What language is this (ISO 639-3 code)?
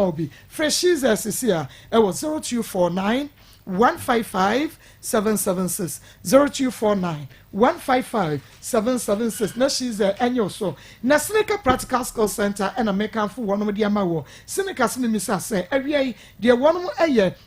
aka